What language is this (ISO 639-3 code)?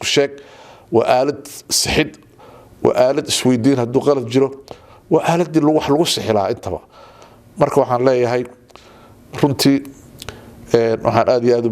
som